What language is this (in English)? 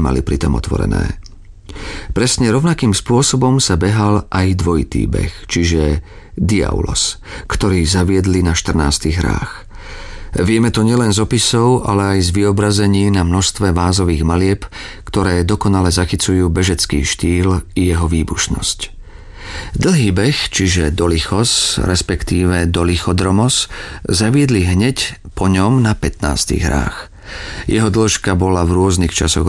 Slovak